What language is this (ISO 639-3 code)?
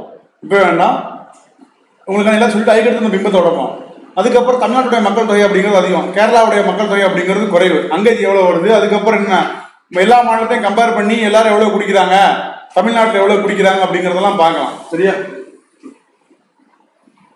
tam